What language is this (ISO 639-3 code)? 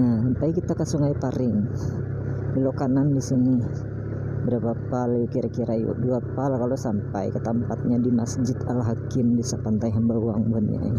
bjn